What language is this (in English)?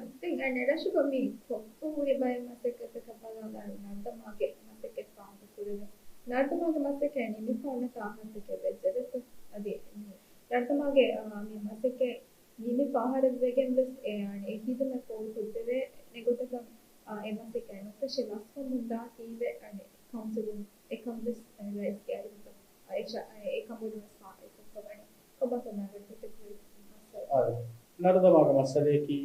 Divehi